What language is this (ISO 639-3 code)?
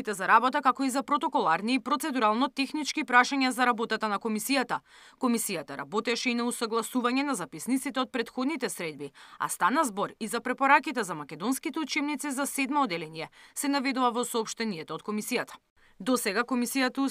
mkd